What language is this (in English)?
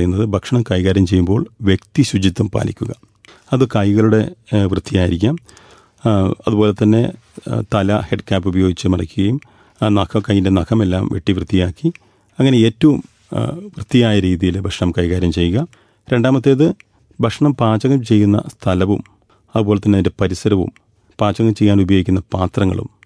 Malayalam